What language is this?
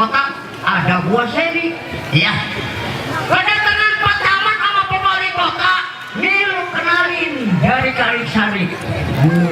Betawi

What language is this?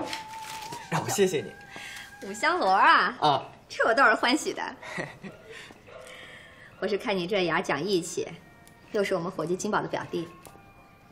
Chinese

